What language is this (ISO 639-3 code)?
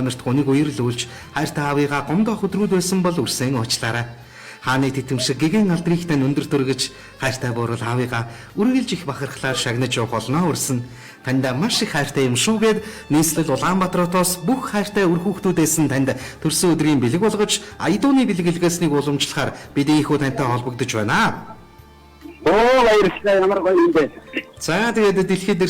mon